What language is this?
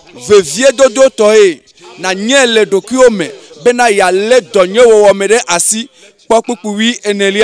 Ewe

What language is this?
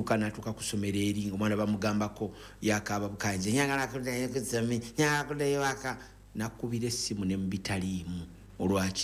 Ganda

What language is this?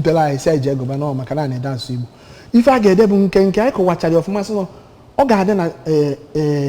Igbo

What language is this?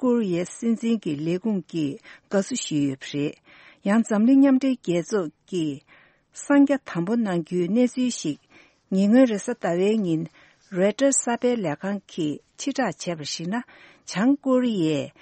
Tibetan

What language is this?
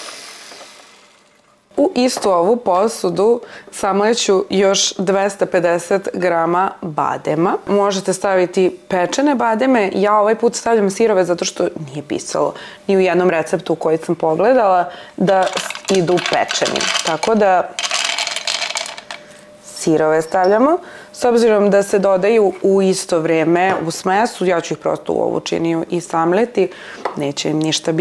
Serbian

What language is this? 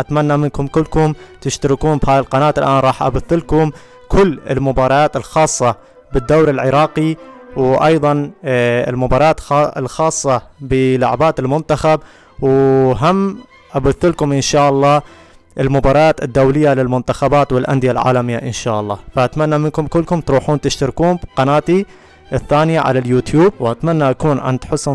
Mesopotamian Arabic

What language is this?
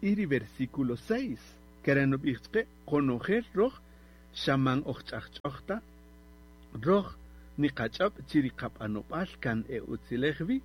Kaqchikel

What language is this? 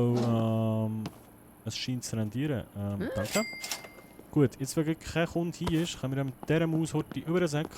Swiss German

